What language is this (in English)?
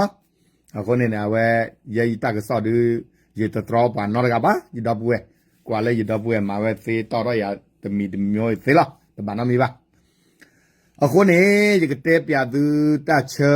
S'gaw Karen